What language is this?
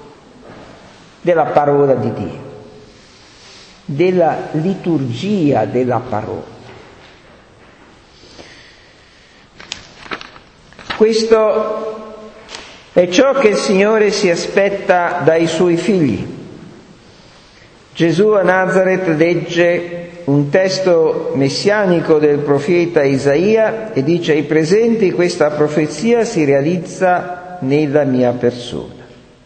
Italian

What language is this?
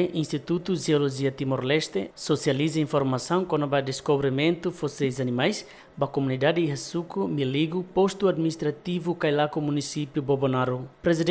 Tetum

